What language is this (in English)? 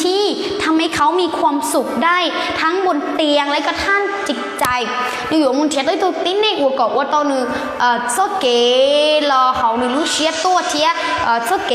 Hmong